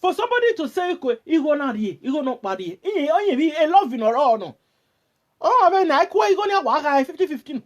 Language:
Nigerian Pidgin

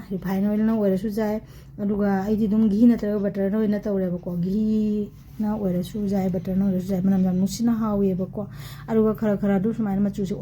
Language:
Manipuri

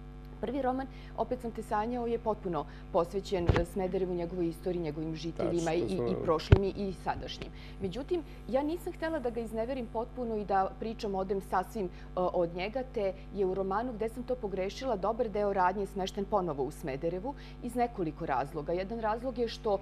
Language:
Serbian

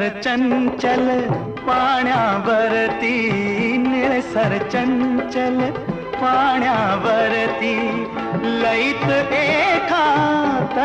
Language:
Marathi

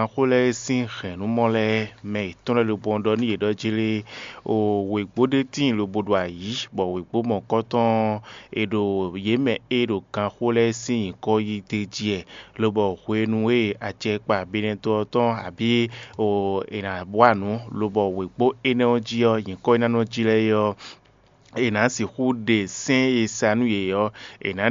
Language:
Fon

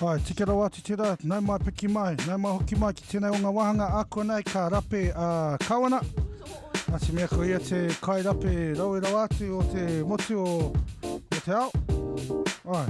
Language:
Māori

